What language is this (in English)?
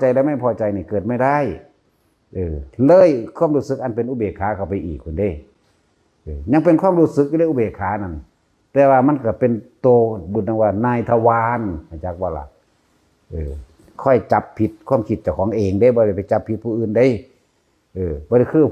Northeastern Thai